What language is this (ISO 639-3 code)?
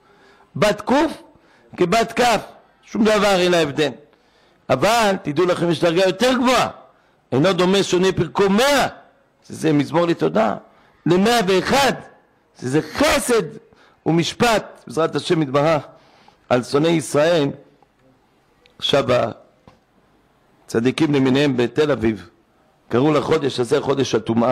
heb